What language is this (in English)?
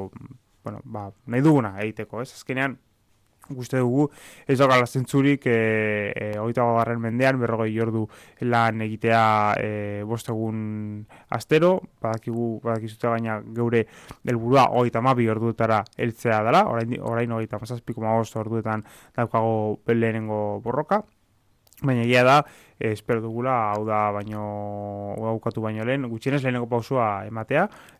Basque